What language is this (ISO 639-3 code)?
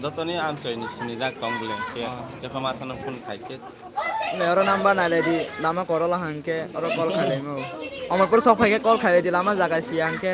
trp